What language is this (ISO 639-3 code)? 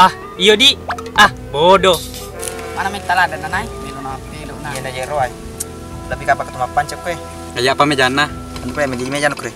bug